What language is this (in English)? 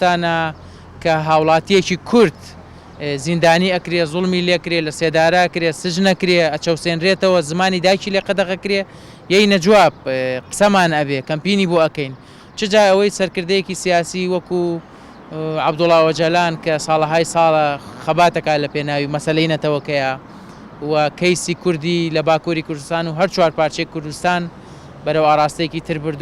Central Kurdish